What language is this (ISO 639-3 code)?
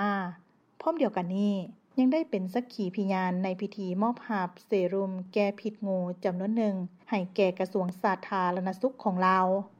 lao